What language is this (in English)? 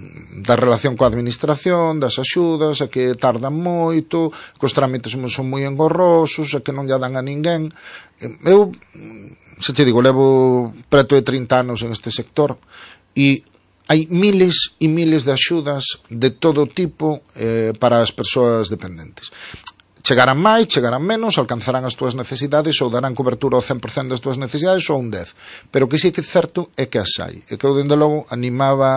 Galician